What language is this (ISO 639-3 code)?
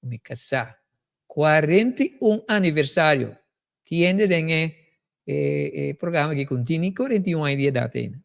pap